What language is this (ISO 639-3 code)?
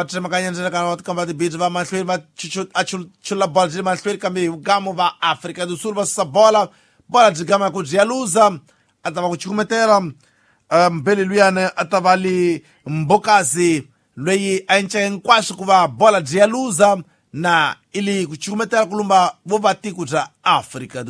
tso